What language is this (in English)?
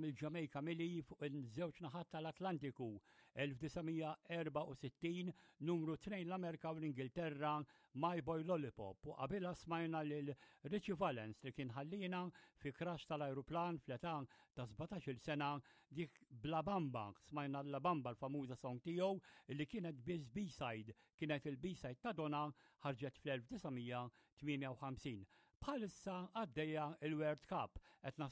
Maltese